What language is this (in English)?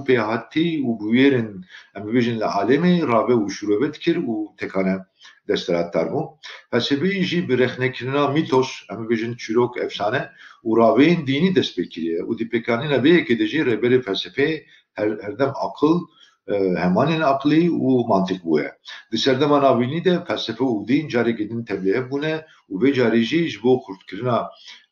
Kurdish